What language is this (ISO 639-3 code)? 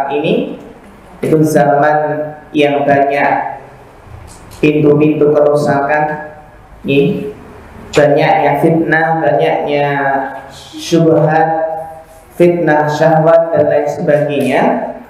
ind